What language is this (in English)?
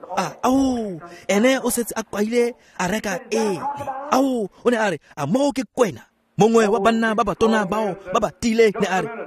Tswana